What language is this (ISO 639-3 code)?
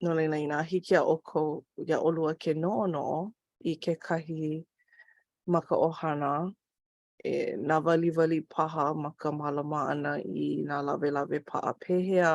haw